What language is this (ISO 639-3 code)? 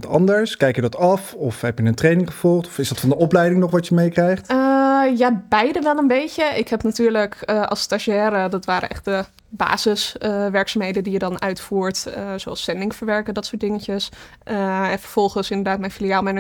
nld